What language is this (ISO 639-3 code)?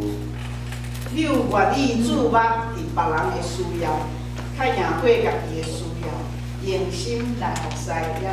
nan